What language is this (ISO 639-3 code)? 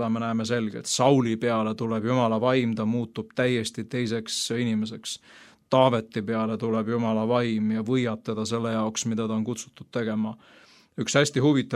est